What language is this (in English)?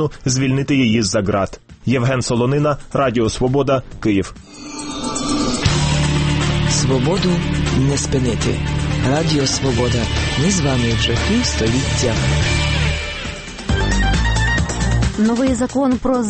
Ukrainian